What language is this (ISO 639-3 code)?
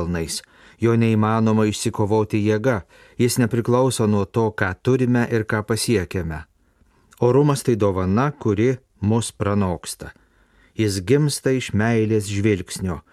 lit